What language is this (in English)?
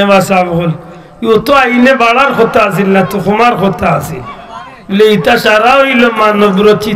Sylheti